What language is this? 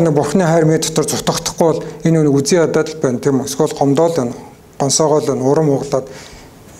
Mongolian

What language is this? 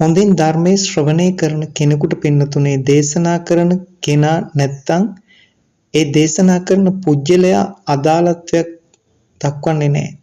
Sinhala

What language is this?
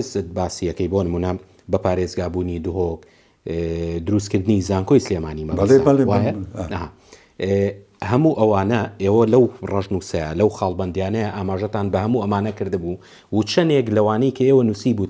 Central Kurdish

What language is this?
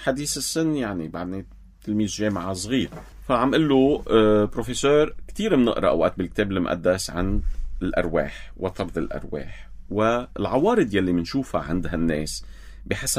North Levantine Arabic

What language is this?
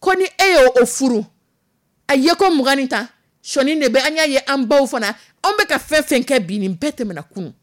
Dyula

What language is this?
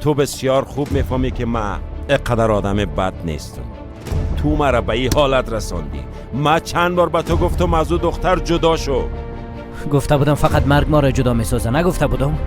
Persian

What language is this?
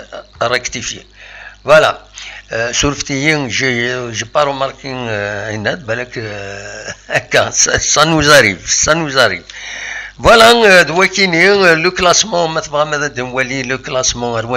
Kabyle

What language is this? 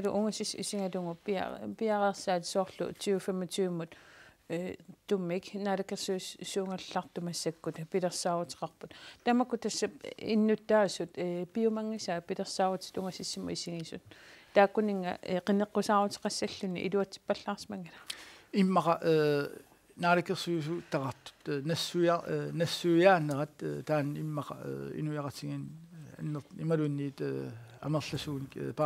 Kalaallisut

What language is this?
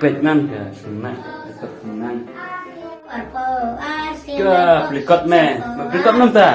Khasi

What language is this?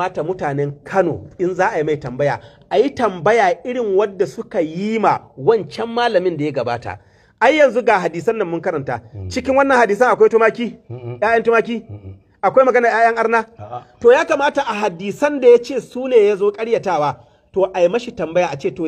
Hausa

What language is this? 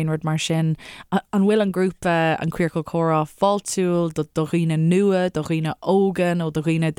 Irish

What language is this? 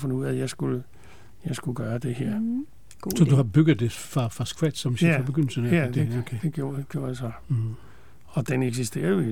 Danish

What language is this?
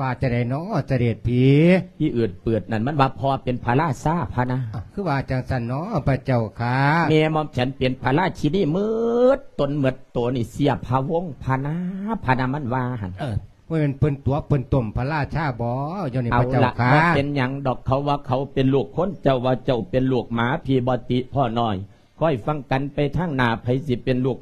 Lao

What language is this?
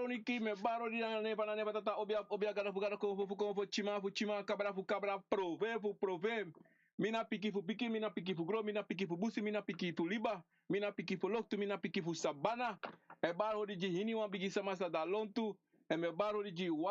Sranan Tongo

